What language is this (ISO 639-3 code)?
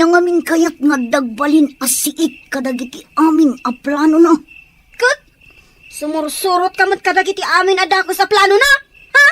ilo